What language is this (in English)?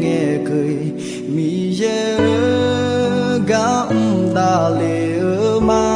Akha